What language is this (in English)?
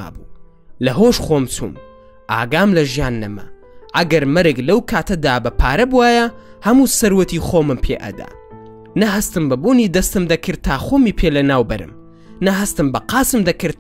Central Kurdish